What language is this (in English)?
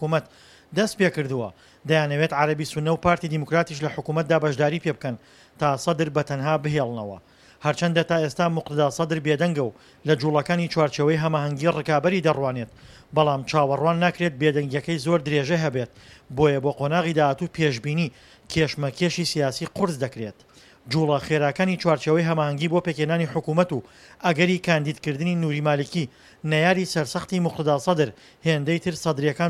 Central Kurdish